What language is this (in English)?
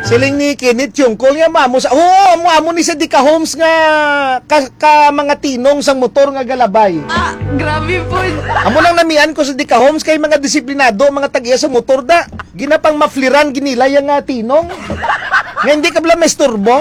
Hiligaynon